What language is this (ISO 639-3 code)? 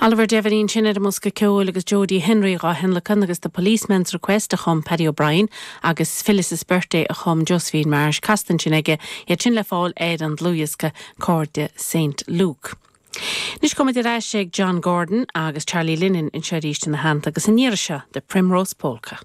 gle